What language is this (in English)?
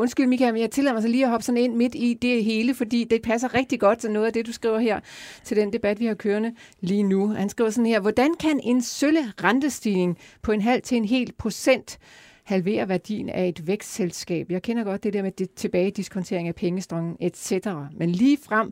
Danish